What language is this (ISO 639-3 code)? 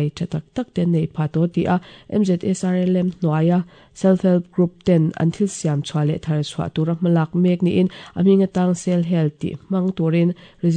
lus